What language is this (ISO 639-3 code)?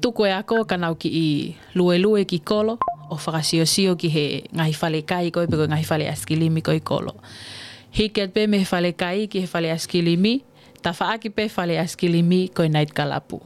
ton